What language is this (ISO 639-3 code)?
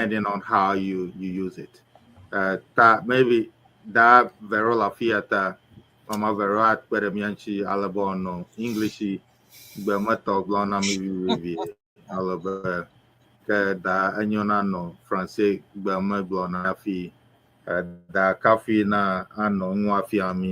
ewe